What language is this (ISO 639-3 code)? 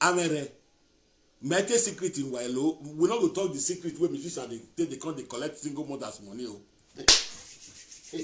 pcm